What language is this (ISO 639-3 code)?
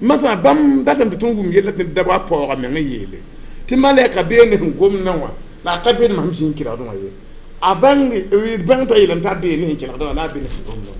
mos